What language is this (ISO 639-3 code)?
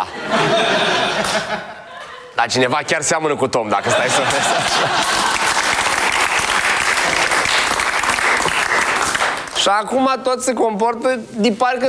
ron